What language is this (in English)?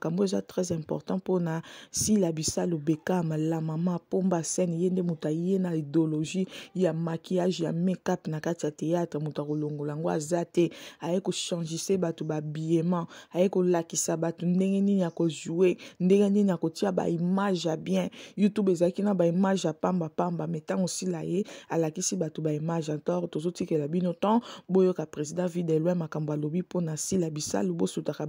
Lingala